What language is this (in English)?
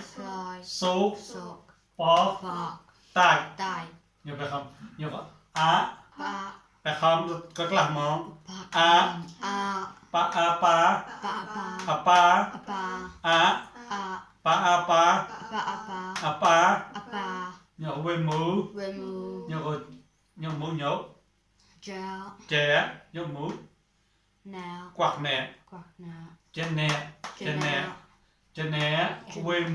Mon